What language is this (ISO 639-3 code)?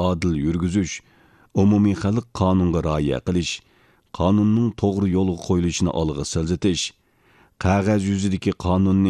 uig